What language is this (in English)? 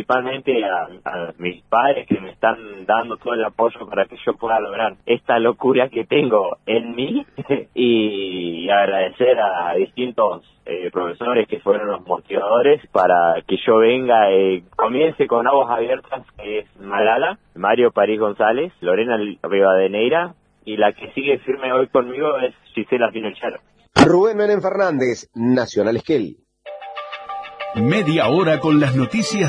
Spanish